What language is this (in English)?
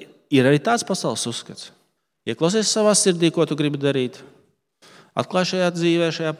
Latvian